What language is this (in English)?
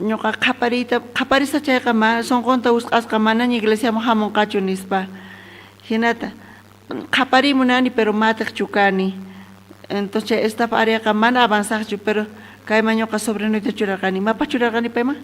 South Bolivian Quechua